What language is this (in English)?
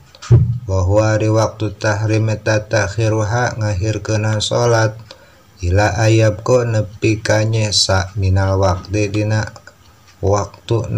Sundanese